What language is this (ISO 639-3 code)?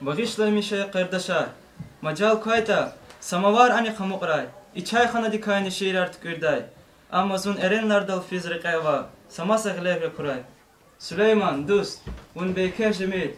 lez